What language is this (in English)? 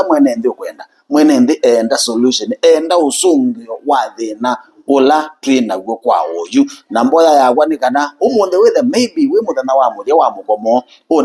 Kamba